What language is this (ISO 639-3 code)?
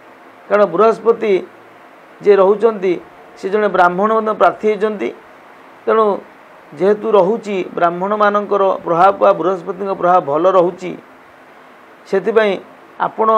ori